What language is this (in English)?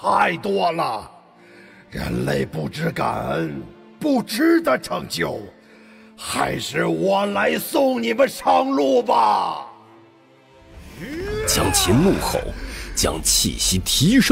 Chinese